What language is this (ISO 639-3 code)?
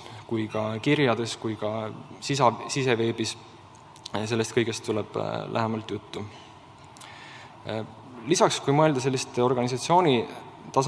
est